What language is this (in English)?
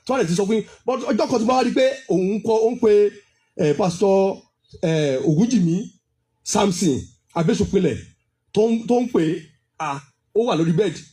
Yoruba